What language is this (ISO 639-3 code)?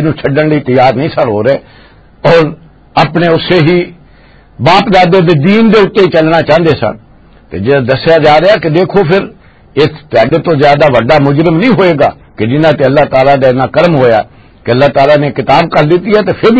lah